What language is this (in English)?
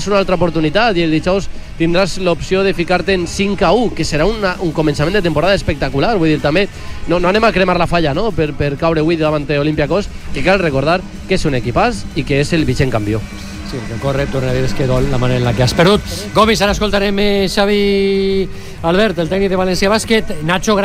Catalan